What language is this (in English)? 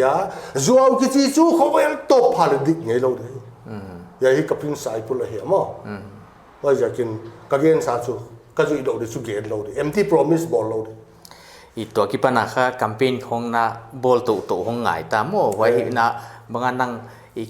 Paite Chin